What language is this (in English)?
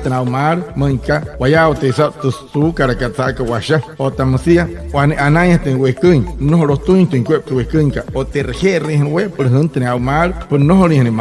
Wayuu